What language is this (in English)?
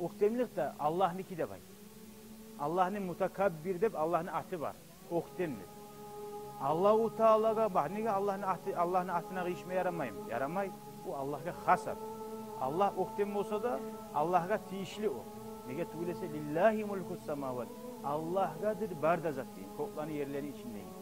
Kumyk